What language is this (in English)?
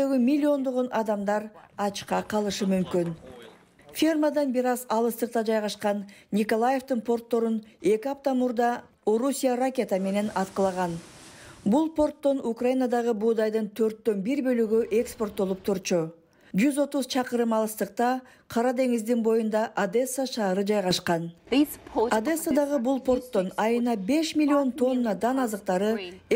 Kyrgyz